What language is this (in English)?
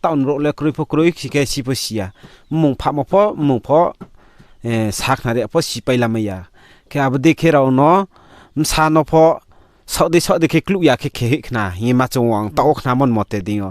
Riang (India)